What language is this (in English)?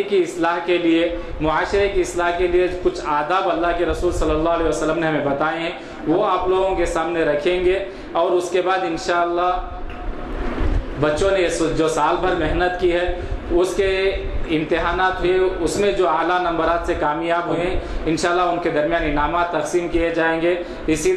Urdu